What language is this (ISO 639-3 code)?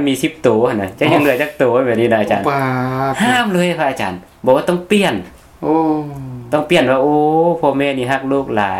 lao